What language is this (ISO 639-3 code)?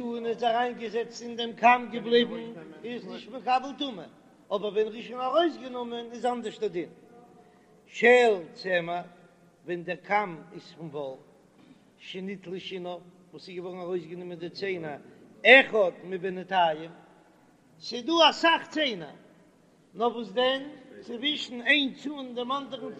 yid